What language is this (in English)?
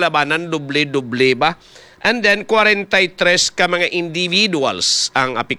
Hiligaynon